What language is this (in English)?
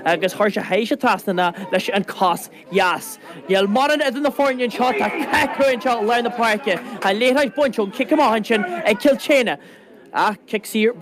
Irish